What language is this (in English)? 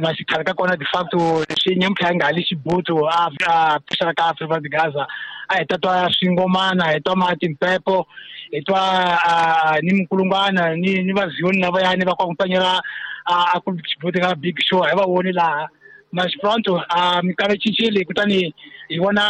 Tsonga